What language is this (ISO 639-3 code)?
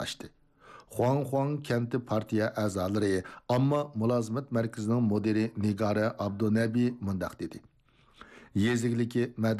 uig